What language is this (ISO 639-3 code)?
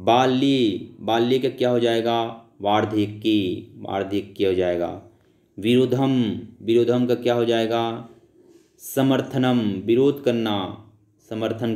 hin